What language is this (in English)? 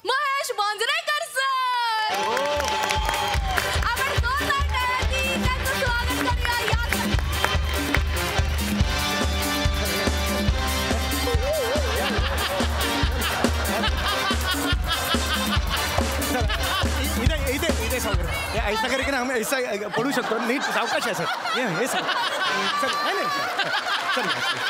Marathi